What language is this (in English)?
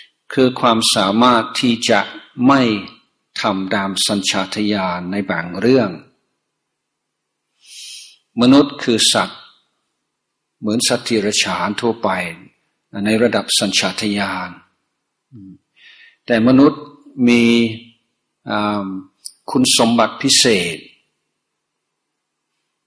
Thai